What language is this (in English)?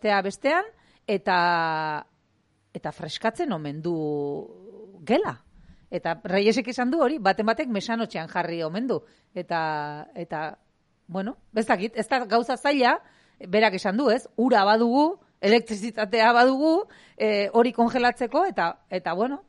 Basque